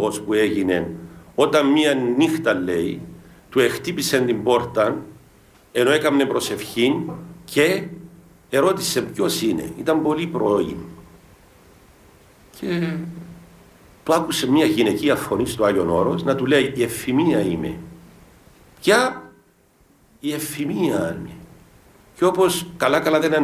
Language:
Greek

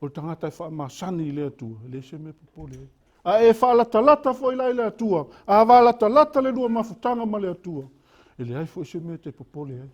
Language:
Samoan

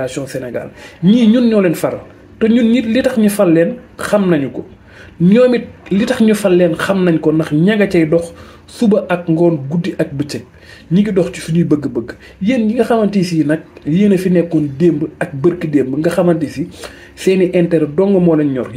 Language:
Wolof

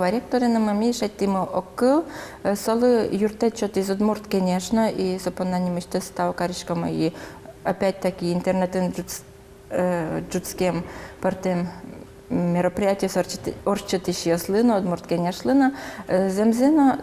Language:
Udmurt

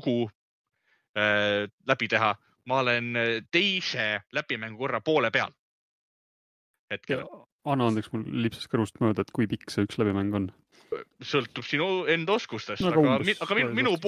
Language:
Estonian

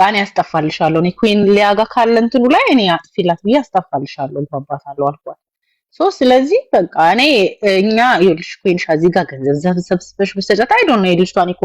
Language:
Amharic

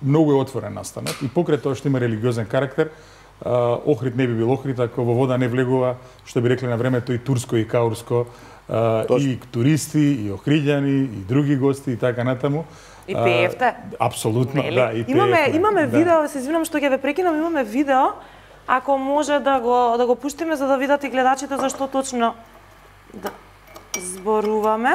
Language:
Macedonian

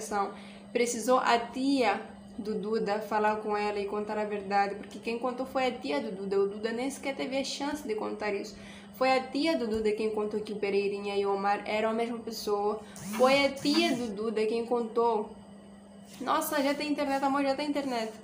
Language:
Portuguese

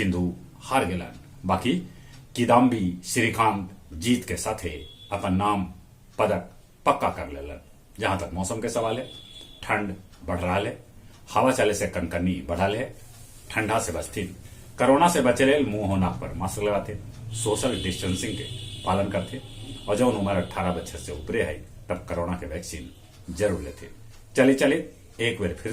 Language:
Magahi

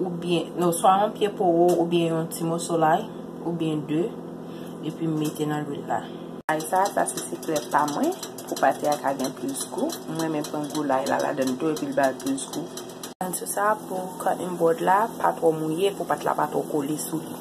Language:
Haitian Creole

